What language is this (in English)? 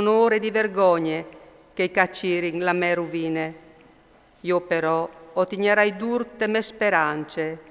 Friulian